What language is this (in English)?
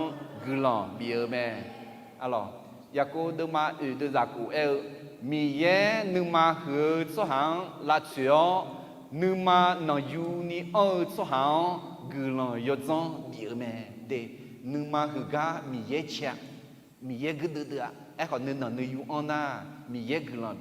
Akha